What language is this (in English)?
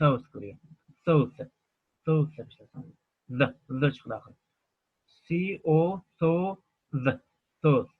Uyghur